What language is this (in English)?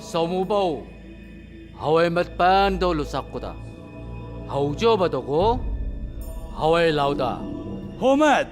Chang Naga